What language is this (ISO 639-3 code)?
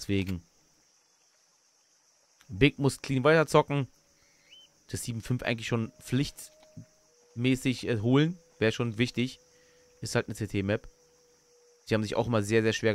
deu